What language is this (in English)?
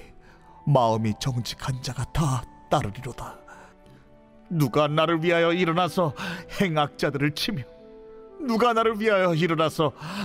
Korean